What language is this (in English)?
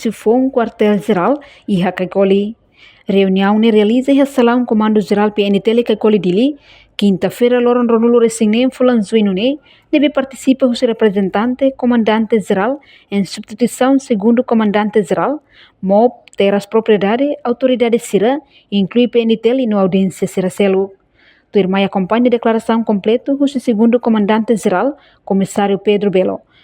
Tetum